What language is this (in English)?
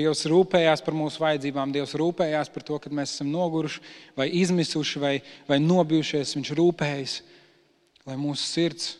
Latvian